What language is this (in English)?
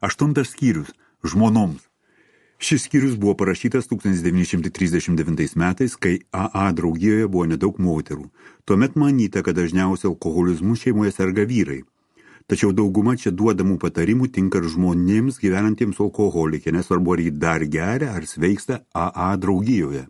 Lithuanian